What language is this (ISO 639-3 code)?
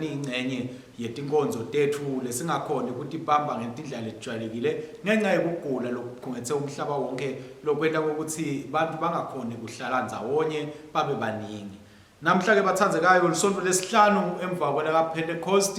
ssw